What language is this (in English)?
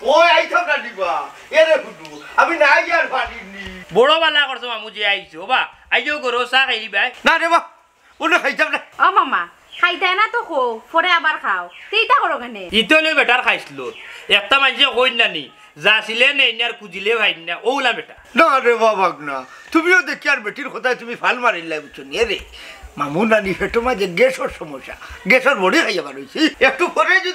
Sylheti